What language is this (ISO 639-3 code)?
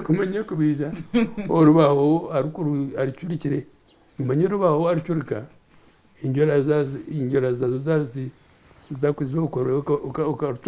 nyn